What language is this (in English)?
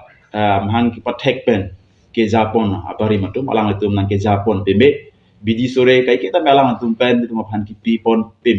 Karbi